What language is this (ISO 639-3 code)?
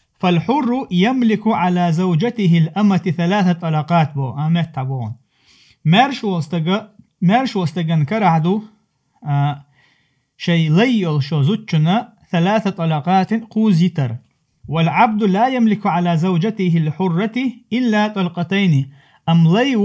che